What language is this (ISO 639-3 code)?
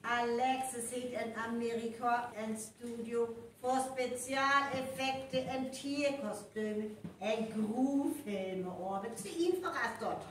frr